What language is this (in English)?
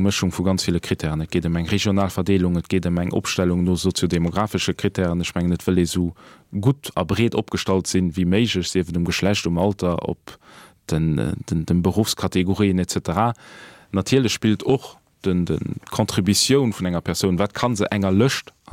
Luxembourgish